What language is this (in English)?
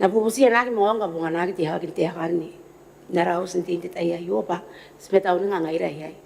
Gilbertese